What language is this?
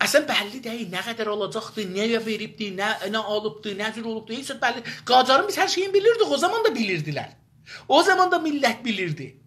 South Azerbaijani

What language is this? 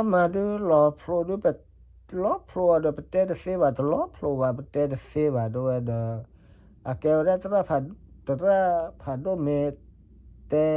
S'gaw Karen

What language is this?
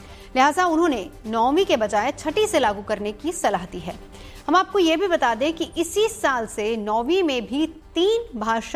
Hindi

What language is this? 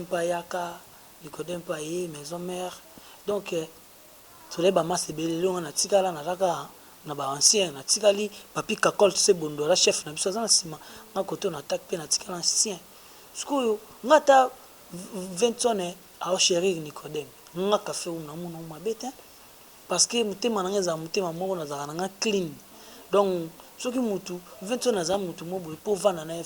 Lingala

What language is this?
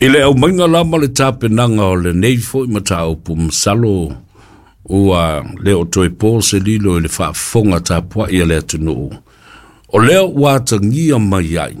Samoan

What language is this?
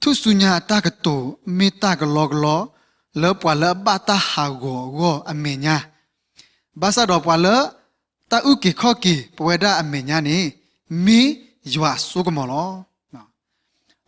S'gaw Karen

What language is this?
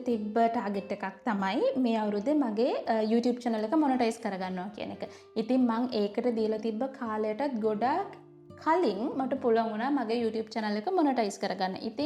Sinhala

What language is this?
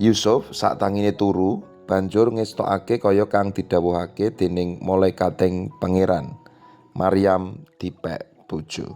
Javanese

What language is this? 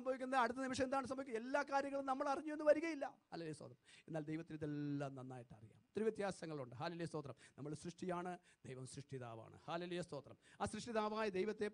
Malayalam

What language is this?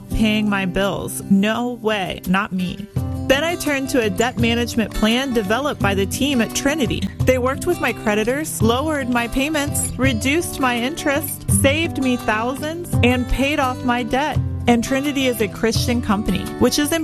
English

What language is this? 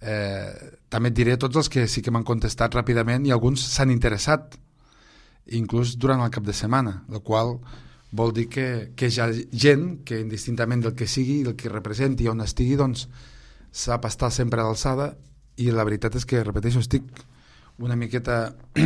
Catalan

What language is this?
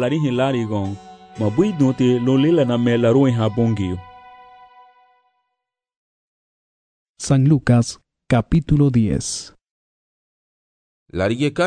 Garifuna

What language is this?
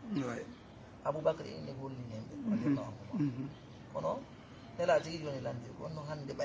Fula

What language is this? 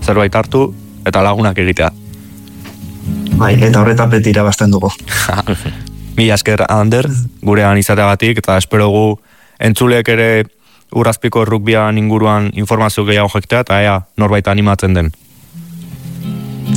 Basque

